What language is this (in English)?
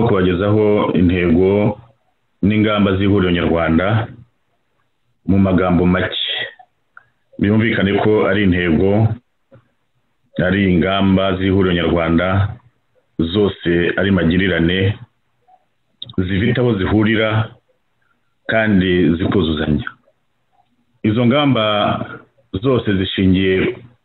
Kinyarwanda